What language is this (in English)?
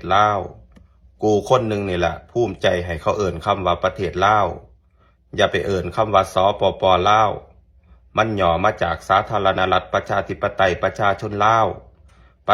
Lao